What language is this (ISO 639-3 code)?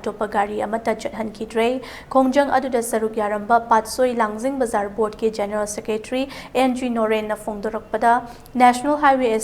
mni